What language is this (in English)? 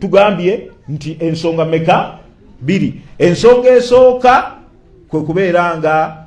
Ganda